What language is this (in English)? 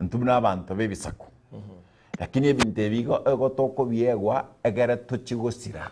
Gusii